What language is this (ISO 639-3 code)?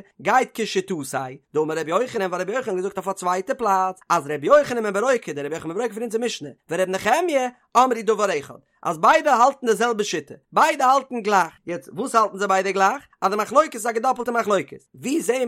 yid